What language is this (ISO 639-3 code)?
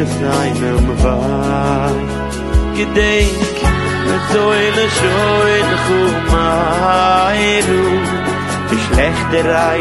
yid